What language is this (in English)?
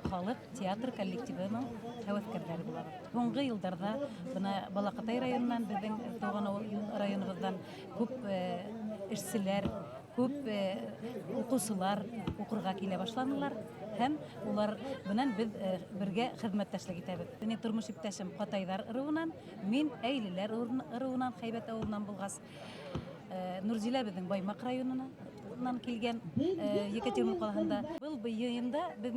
Bashkir